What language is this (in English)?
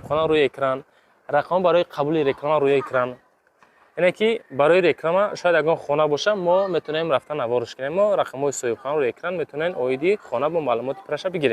Tajik